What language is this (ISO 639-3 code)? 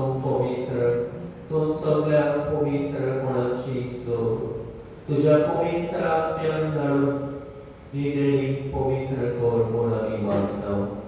kok